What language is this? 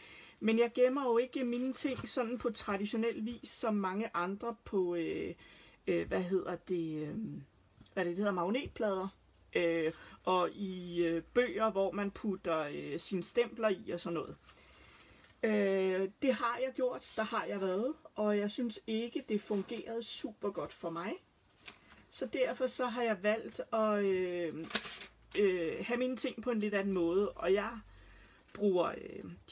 Danish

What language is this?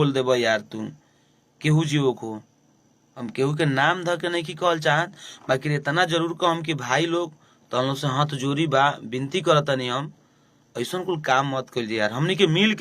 Bhojpuri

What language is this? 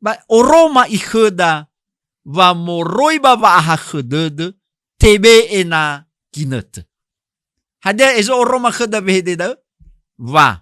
Nias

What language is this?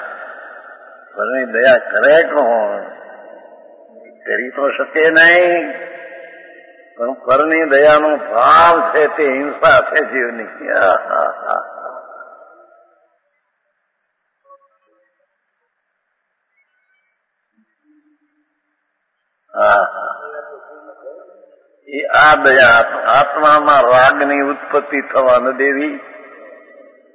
Gujarati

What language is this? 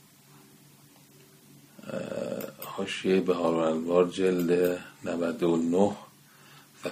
Persian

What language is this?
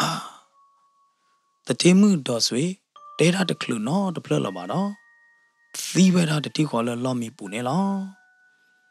S'gaw Karen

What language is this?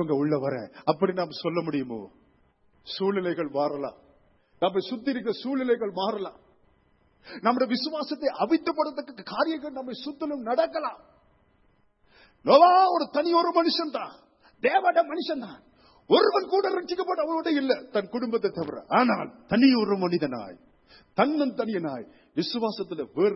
Tamil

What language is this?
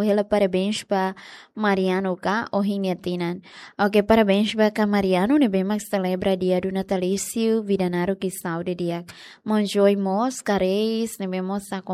Tetum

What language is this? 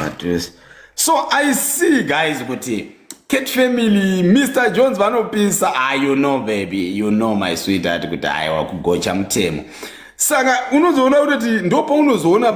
Shona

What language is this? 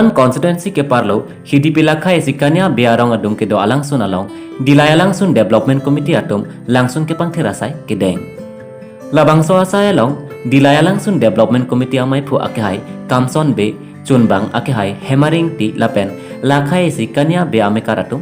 Karbi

